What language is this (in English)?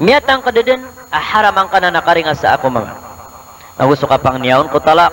Maranao